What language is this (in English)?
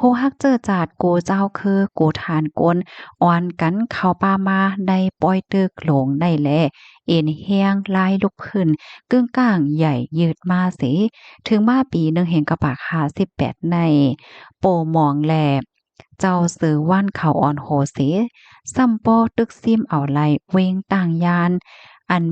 Shan